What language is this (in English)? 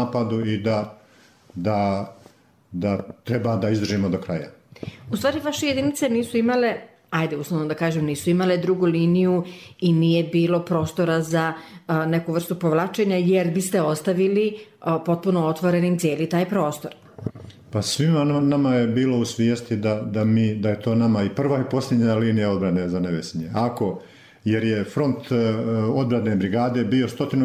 Bosnian